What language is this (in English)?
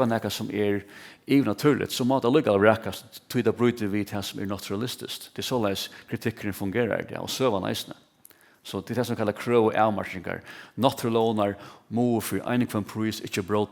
Faroese